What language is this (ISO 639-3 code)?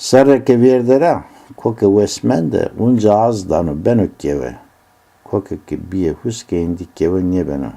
zza